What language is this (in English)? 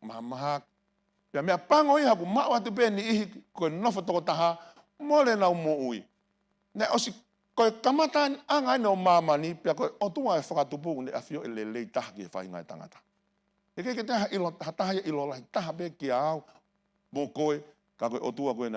Tongan